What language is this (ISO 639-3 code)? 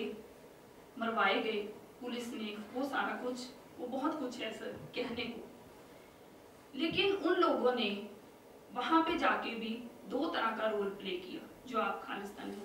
hin